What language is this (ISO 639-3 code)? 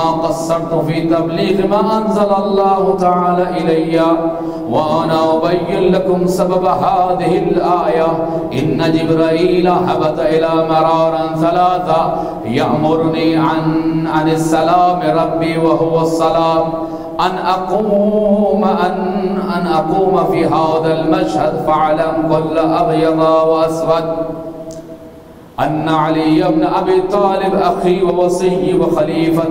urd